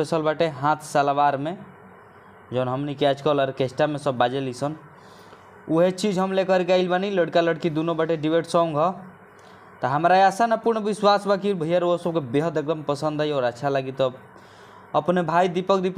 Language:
Bhojpuri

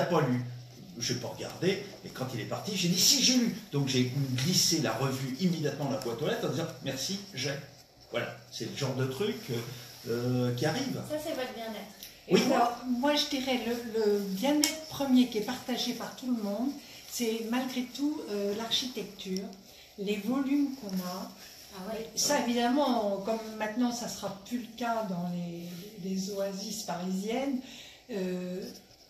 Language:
French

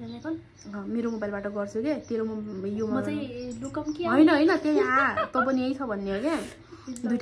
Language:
Nepali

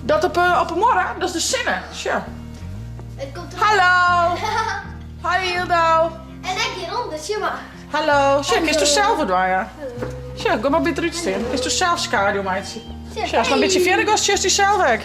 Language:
Western Frisian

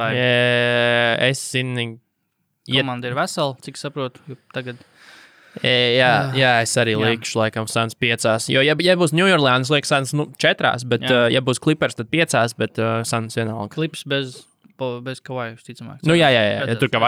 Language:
Latvian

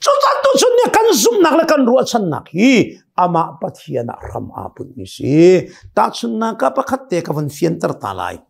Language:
Hakha Chin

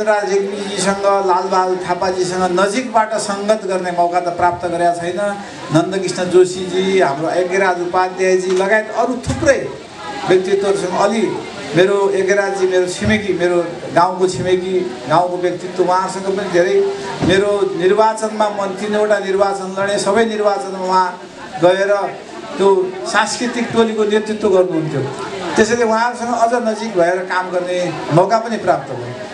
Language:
Nepali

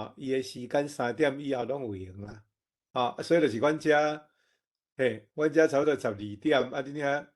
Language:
Min Nan Chinese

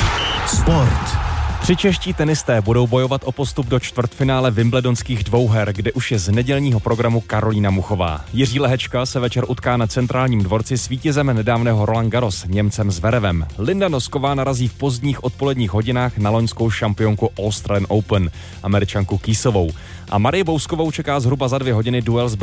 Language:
Czech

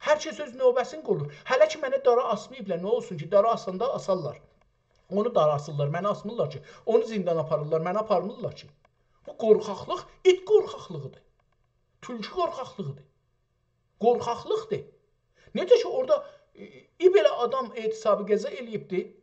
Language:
South Azerbaijani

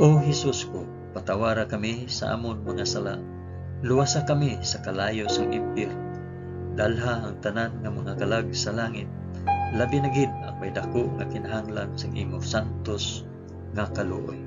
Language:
Hiligaynon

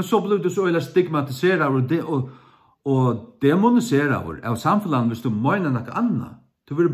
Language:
Faroese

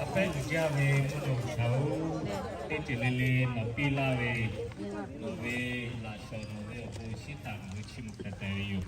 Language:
Lahu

